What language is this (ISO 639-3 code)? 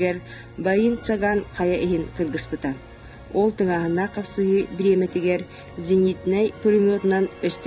sah